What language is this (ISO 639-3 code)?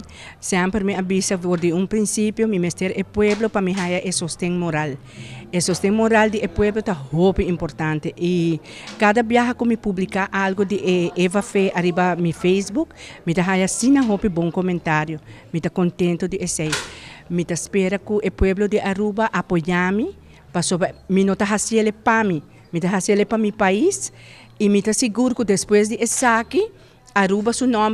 pap